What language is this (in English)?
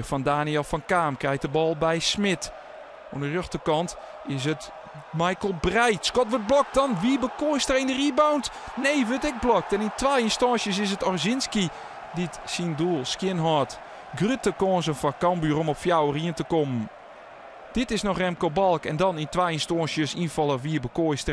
Western Frisian